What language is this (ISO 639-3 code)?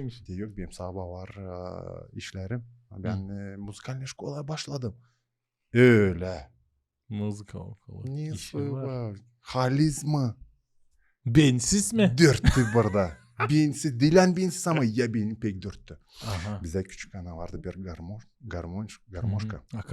gag